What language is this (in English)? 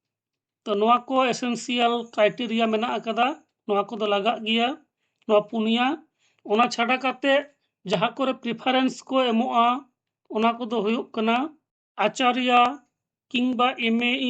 Santali